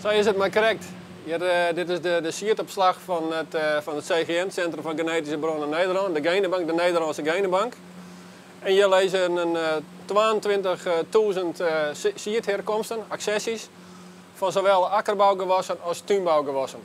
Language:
Western Frisian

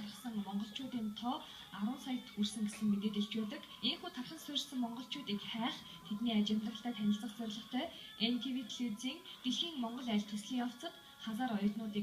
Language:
Mongolian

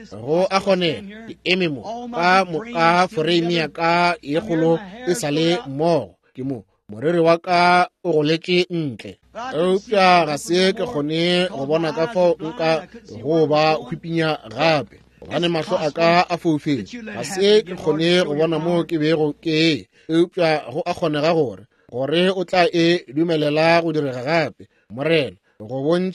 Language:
Northern Sotho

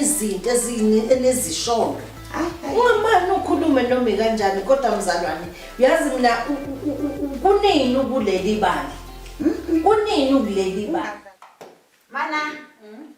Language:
Zulu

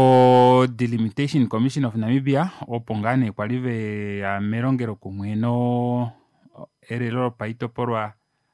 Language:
Kuanyama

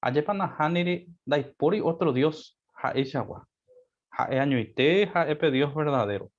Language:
Guarani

